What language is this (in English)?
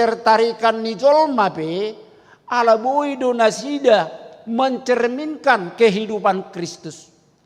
Batak Toba